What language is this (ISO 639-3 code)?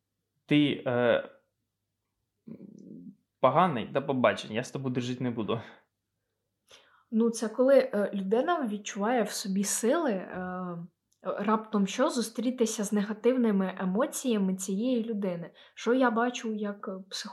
ukr